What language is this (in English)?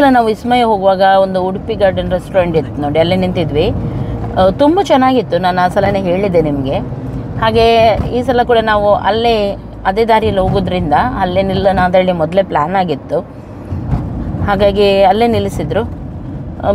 Kannada